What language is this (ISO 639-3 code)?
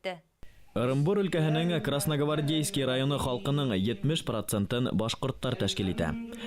bak